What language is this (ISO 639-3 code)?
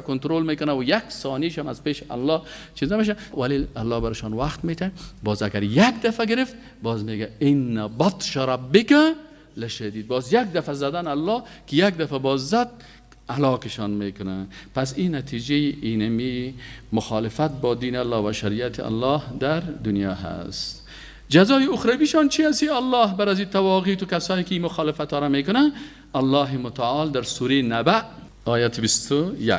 fas